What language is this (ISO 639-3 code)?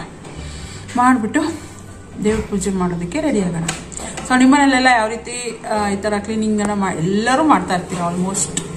kan